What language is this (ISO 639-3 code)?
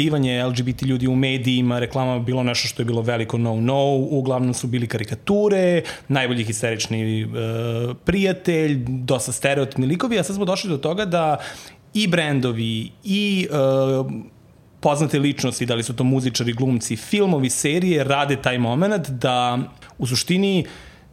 srp